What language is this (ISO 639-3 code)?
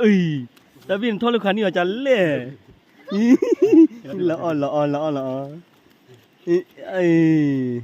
ksw